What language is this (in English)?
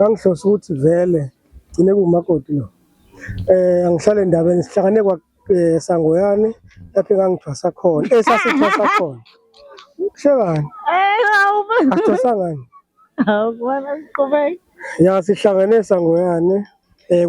Zulu